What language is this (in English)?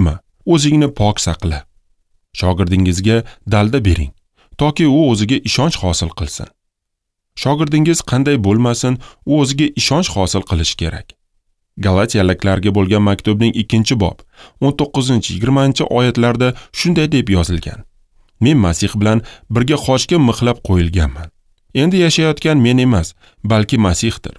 Uzbek